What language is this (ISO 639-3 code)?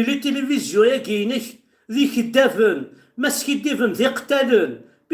kab